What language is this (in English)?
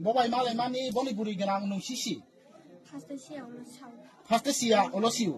Kok Borok